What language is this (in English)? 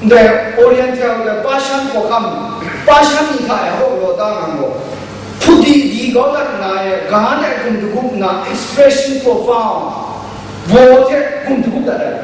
Kachin